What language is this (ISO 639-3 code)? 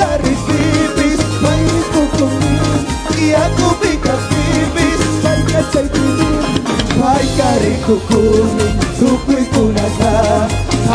qug